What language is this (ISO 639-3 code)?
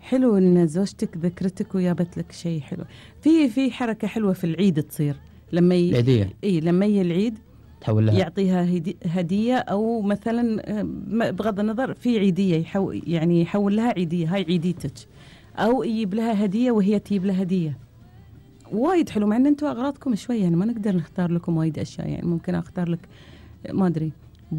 afb